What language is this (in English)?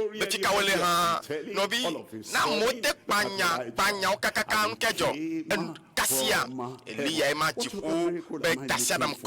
Ewe